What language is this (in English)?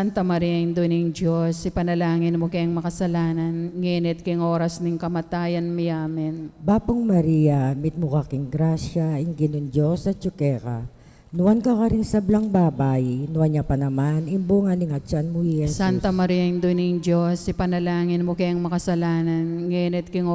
Pampanga